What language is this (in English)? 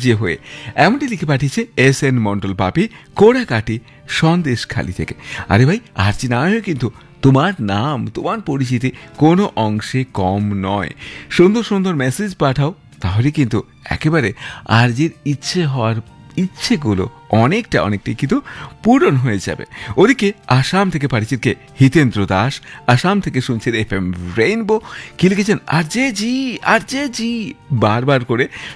Bangla